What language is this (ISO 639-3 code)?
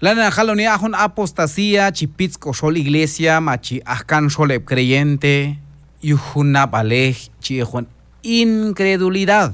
kjb